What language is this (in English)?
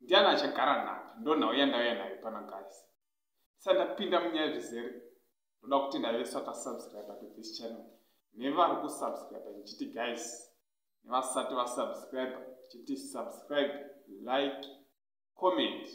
Shona